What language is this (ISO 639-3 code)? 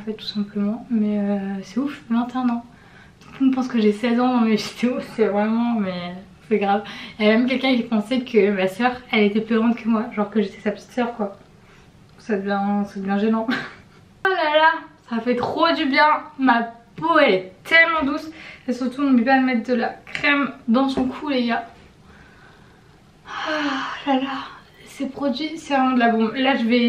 fra